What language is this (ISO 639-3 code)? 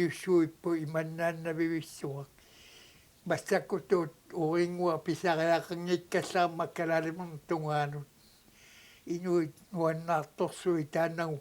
kal